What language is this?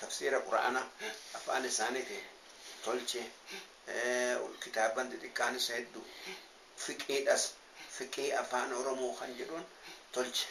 Oromo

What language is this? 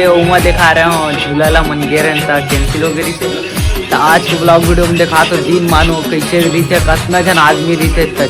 Chhattisgarhi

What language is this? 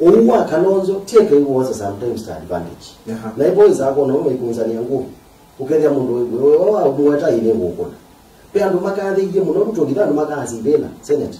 Kamba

